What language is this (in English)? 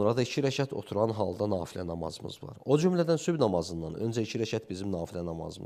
Azerbaijani